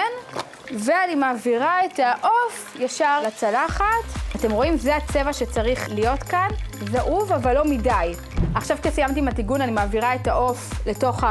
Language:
Hebrew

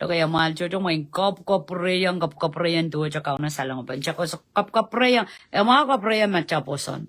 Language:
Pohnpeian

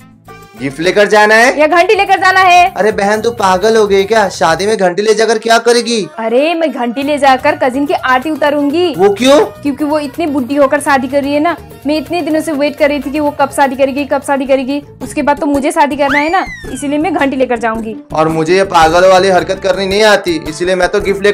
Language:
Hindi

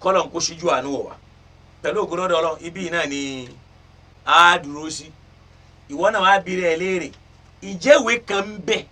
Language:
Yoruba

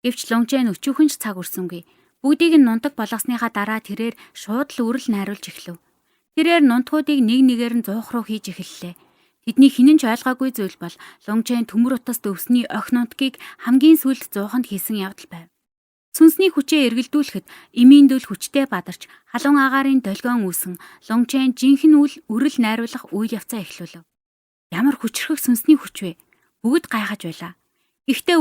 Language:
Mongolian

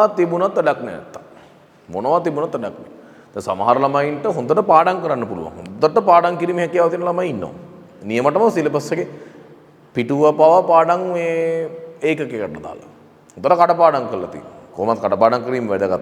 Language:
Sinhala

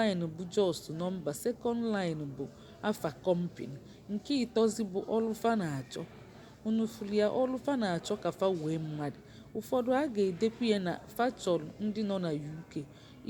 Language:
Igbo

